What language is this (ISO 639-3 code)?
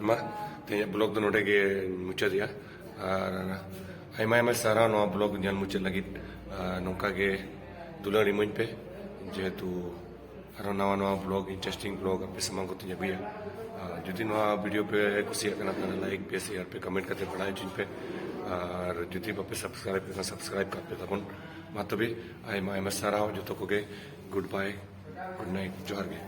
sat